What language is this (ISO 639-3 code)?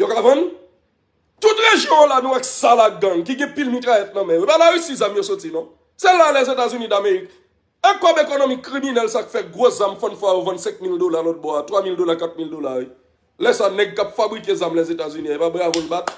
hat